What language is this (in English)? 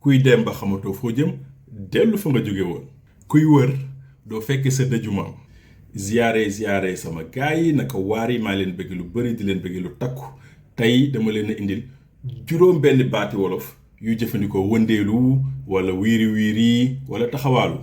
Wolof